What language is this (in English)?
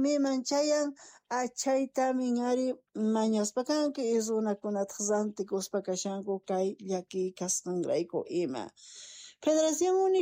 South Bolivian Quechua